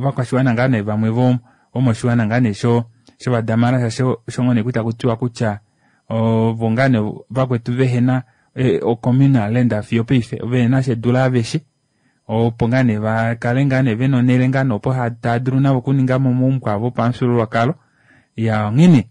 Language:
Kuanyama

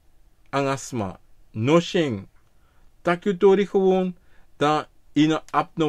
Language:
Sranan Tongo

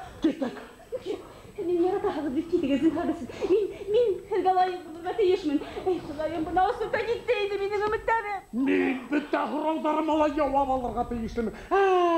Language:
Bashkir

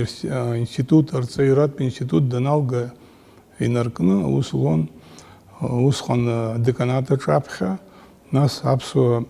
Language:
Abkhazian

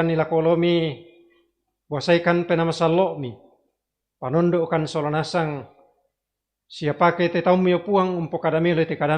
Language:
Toraja-Sa'dan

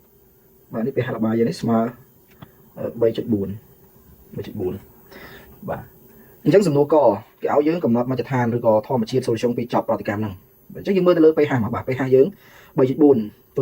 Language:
Khmer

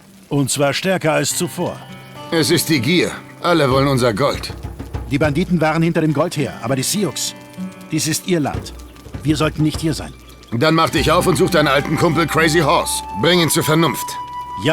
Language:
Bavarian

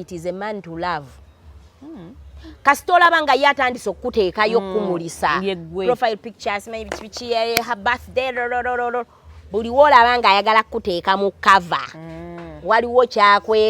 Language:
Ganda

